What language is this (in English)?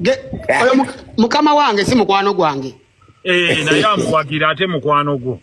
Ganda